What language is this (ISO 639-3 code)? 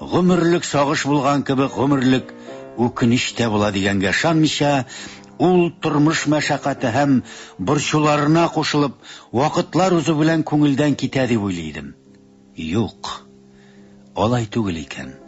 tat